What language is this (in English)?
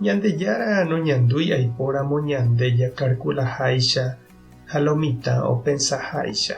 Guarani